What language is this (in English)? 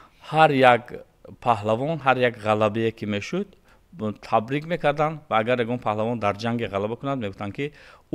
Tajik